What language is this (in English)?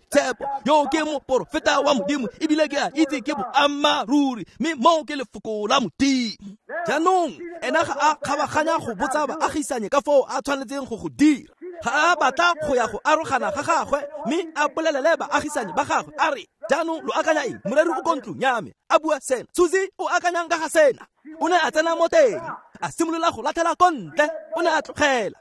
Tswana